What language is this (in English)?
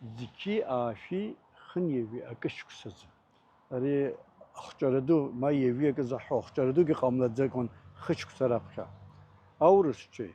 Abkhazian